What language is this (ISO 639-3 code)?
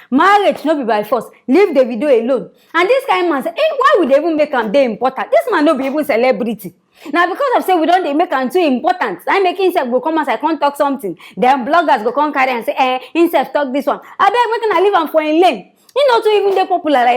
pcm